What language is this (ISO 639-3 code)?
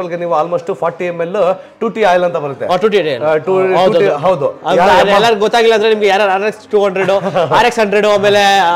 kan